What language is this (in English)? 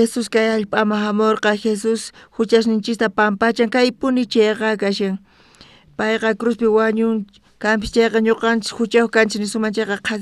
South Bolivian Quechua